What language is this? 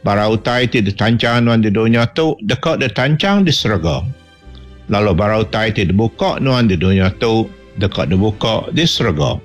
Iban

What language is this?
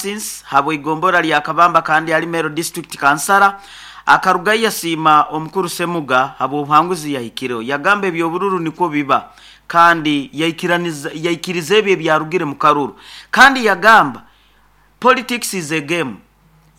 Nyoro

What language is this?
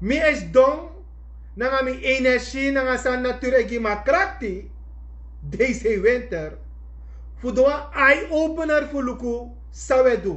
Sranan Tongo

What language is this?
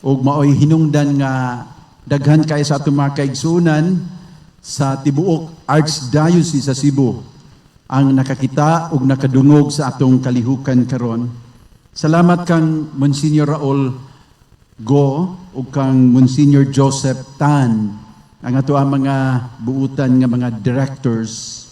Cebuano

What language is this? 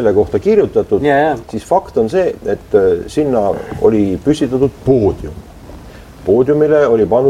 Estonian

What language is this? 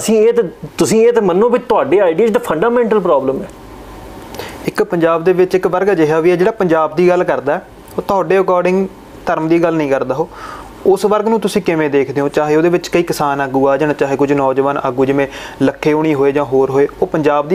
Punjabi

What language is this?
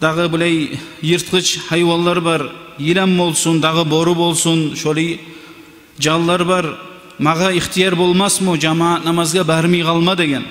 Kumyk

